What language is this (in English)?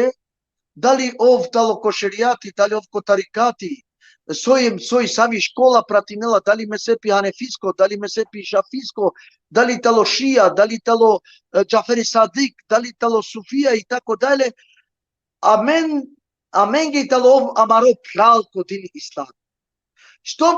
Balkan Romani